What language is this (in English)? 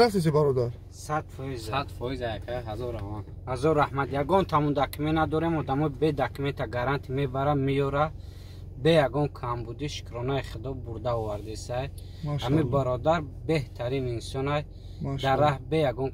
Tajik